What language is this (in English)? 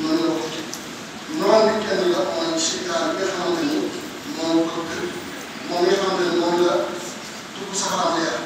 Wolof